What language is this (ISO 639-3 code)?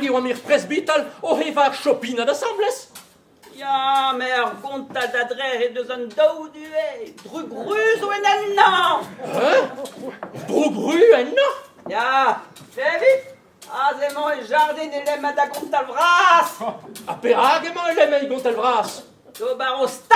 bre